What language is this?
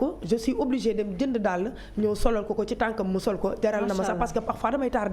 Wolof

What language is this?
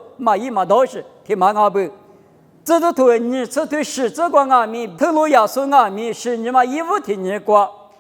Lisu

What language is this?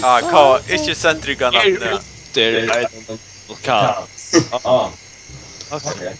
Faroese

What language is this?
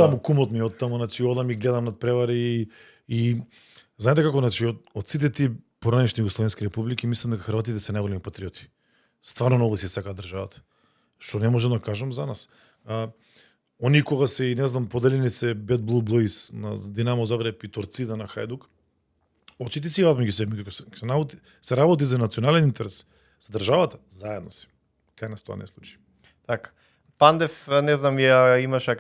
Macedonian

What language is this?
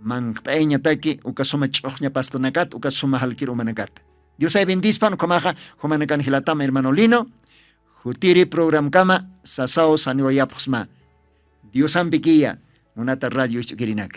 Aymara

